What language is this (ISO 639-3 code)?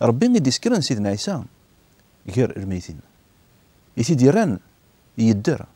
kab